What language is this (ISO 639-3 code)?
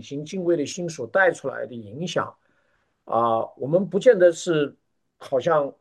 zho